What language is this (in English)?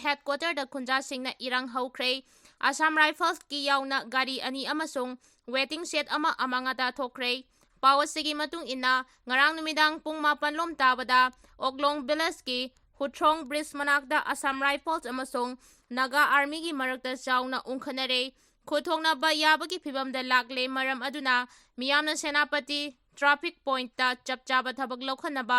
Manipuri